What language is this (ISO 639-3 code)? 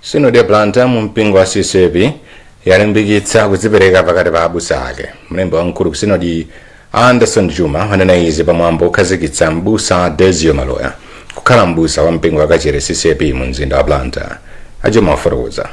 nya